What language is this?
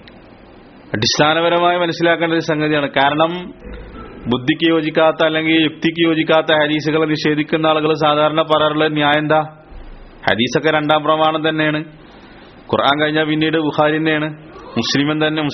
Malayalam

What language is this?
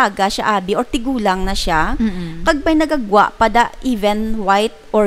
Hiligaynon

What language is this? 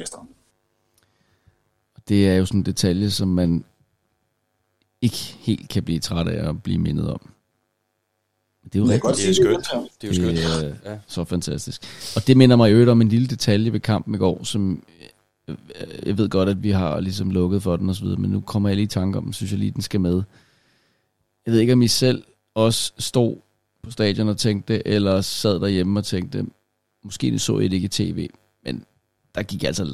Danish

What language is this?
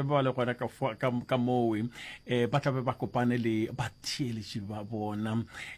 Northern Sotho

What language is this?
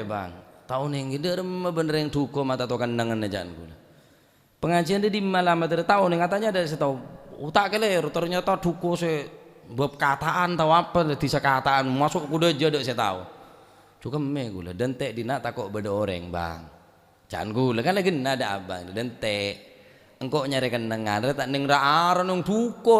Madurese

